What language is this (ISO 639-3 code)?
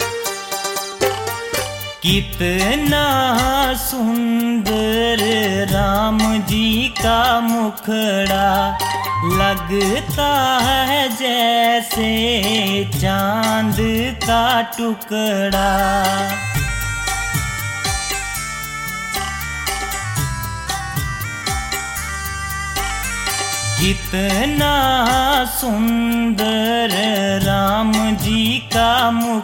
hin